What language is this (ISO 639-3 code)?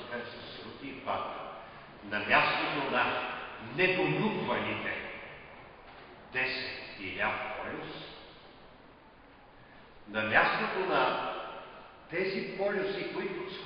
bul